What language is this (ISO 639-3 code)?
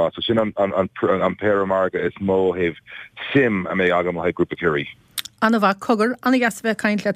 gle